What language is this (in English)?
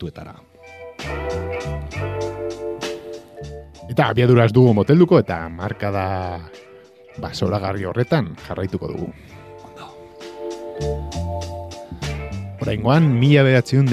Basque